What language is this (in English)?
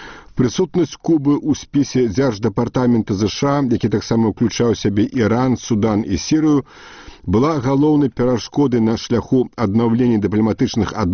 Belarusian